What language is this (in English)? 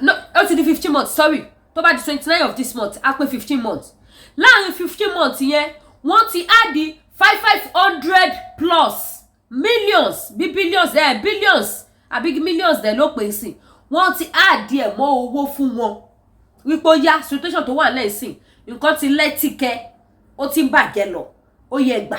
Yoruba